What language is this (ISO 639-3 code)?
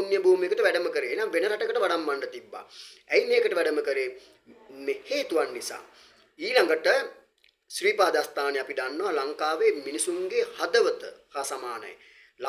sin